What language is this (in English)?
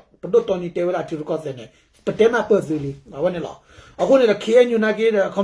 S'gaw Karen